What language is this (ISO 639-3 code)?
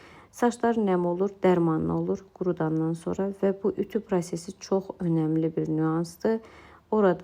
aze